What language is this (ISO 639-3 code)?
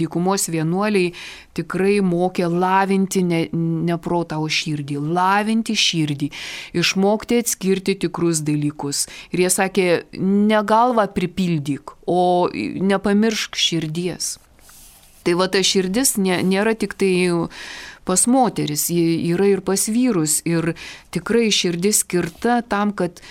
lit